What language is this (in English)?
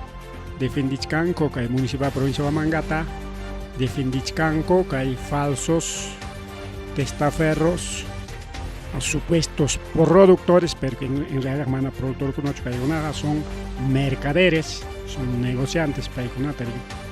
Ayacucho Quechua